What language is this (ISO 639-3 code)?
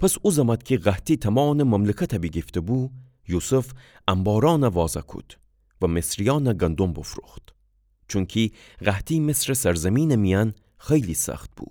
glk